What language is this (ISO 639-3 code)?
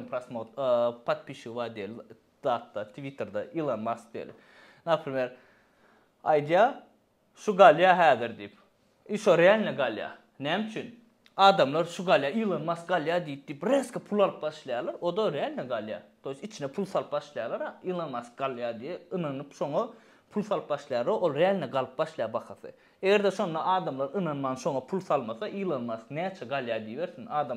tuk